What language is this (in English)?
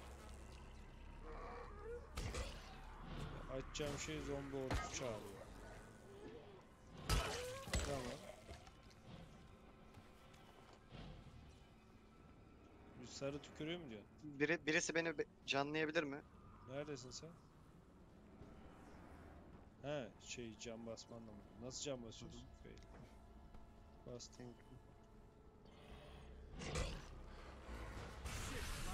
Turkish